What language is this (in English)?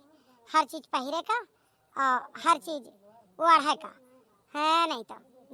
Awadhi